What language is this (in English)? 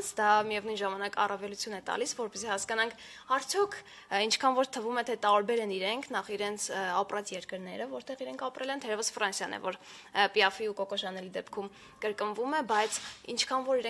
Armenian